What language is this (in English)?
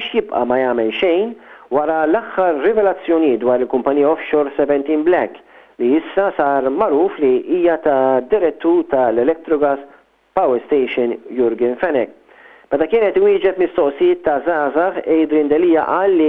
Maltese